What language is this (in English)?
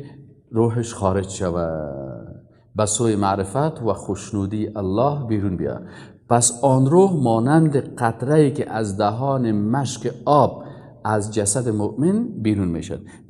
Persian